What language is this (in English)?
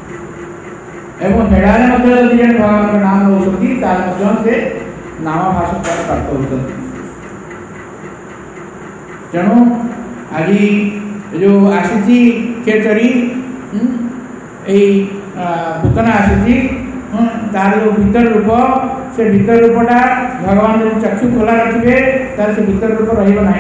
Odia